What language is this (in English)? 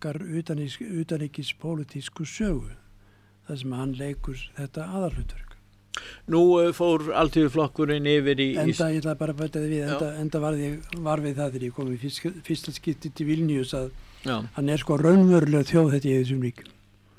Icelandic